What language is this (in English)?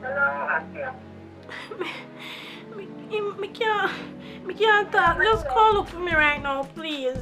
Jamaican Creole English